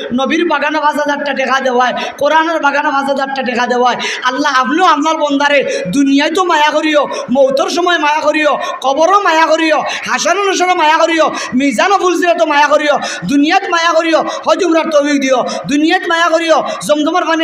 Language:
Sylheti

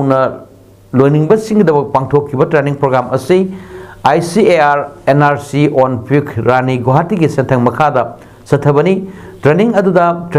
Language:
Manipuri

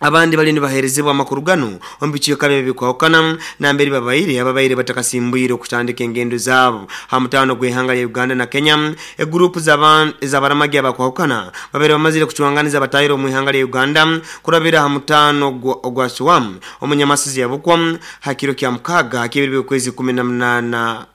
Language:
Nyoro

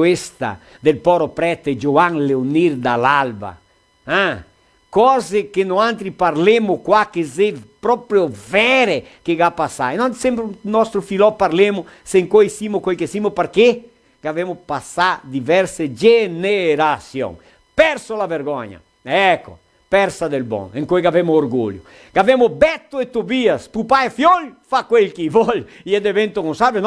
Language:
Venetian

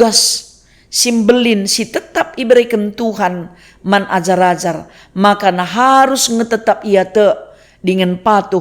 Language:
Batak Karo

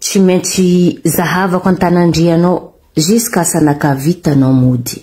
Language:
Malagasy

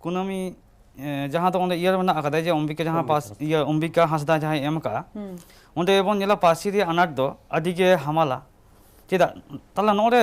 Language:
Santali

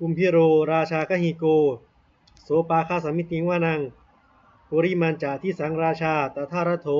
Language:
Pali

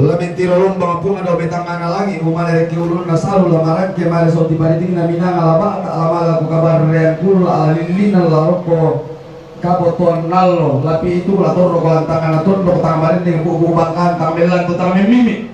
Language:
Toraja-Sa'dan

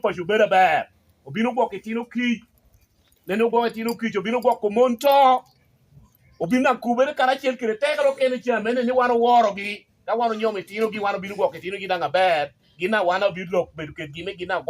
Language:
Lango (Uganda)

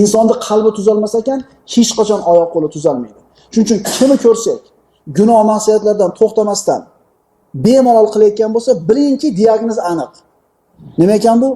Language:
Uzbek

